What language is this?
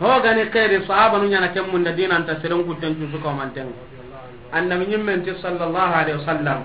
Soninke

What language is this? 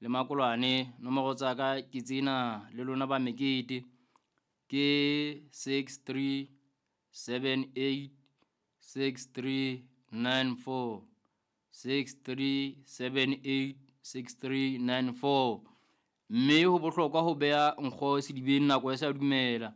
Southern Sotho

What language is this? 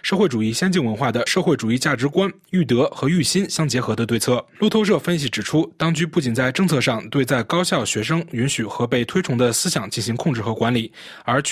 Chinese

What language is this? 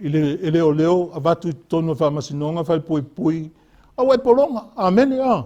Samoan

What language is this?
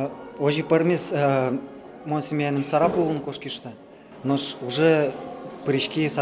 Udmurt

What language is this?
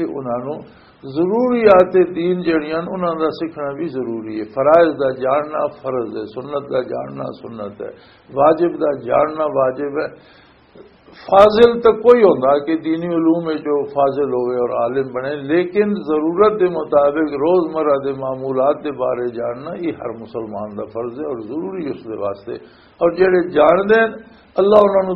Western Panjabi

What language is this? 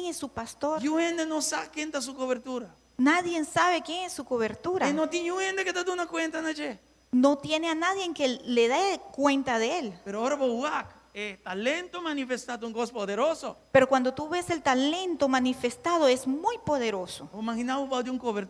Papiamento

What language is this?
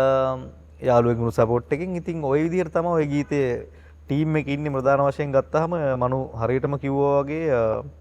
Sinhala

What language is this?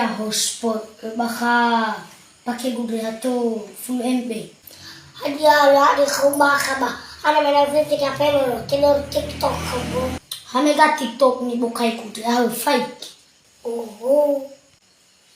Nias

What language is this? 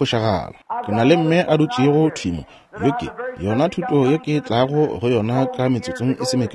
Northern Sotho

